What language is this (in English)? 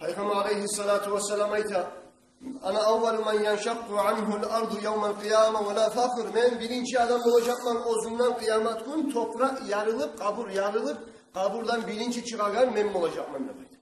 Kumyk